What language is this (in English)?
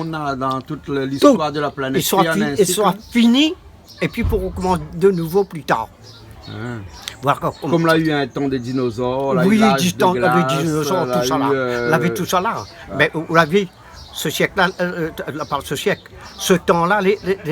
Réunion Creole French